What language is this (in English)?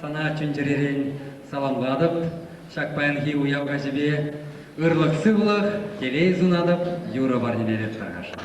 Chuvash